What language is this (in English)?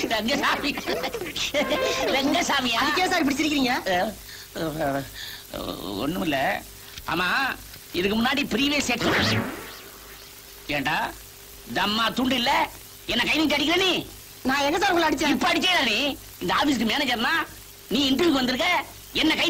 Tamil